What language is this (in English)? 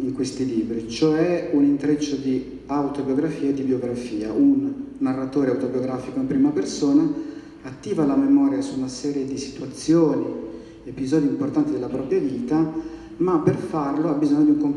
Italian